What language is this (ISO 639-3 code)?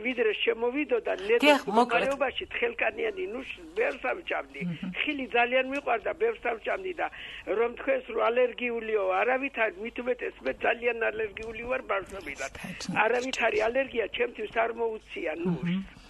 kat